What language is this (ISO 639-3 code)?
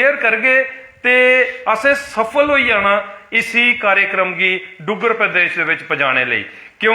doi